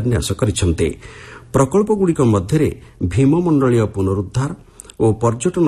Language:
Odia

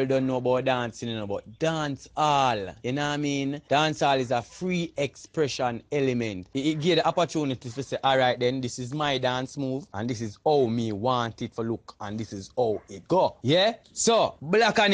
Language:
Jamaican Creole English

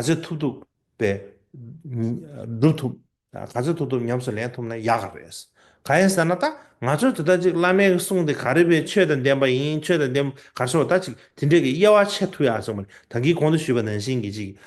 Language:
Tibetan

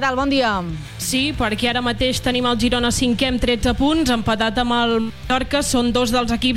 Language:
Catalan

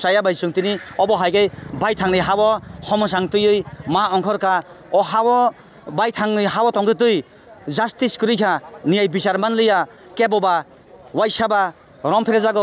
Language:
Kok Borok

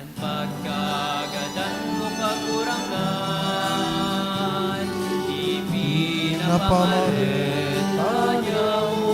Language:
Bikol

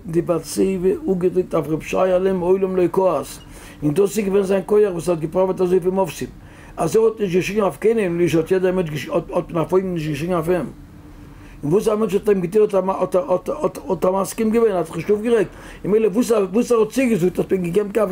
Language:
Yiddish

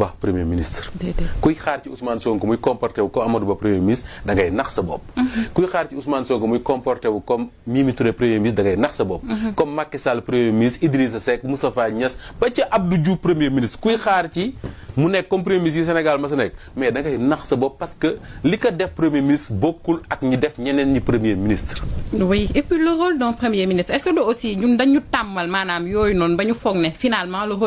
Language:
Wolof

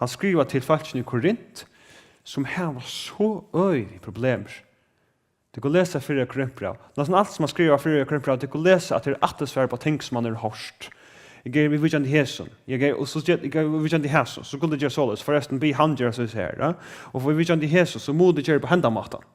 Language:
Faroese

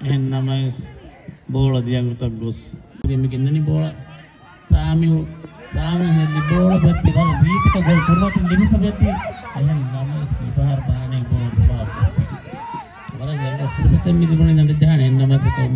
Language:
Divehi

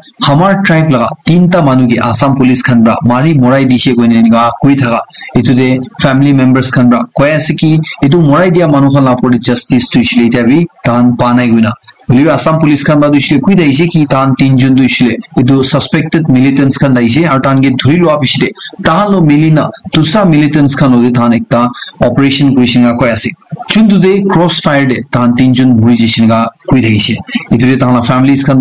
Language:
Naga Pidgin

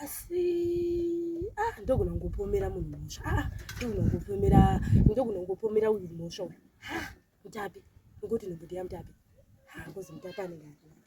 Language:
Shona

